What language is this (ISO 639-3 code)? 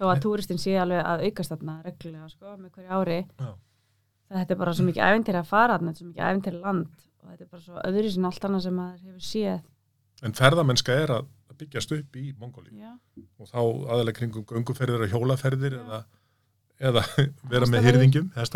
isl